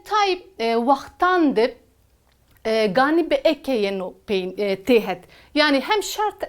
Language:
Zaza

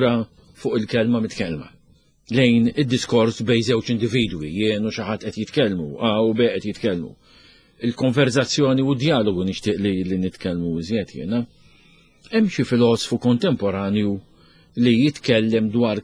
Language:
Maltese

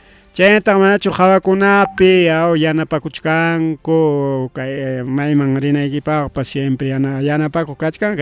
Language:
Ayacucho Quechua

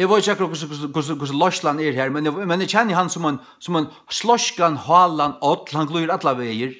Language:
Faroese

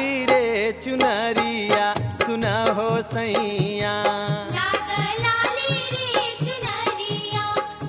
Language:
Bhojpuri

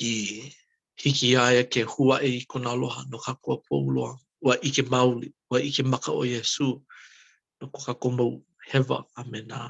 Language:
Hawaiian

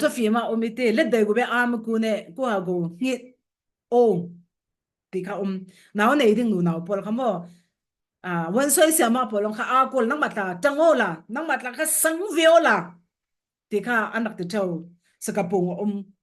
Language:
Falam Chin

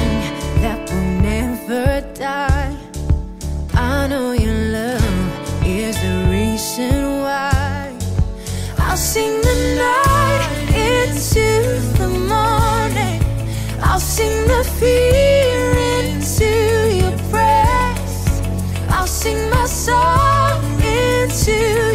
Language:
English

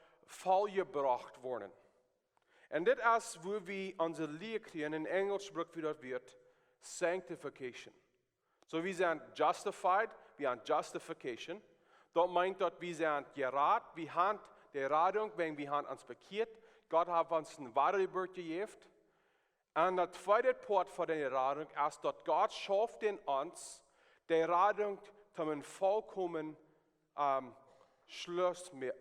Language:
Plautdietsch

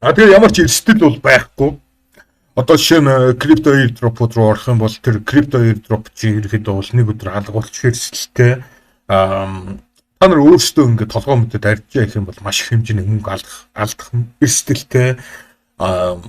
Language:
Mongolian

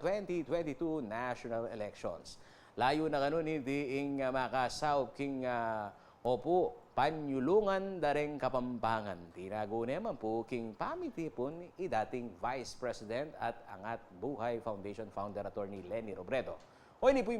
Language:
Pampanga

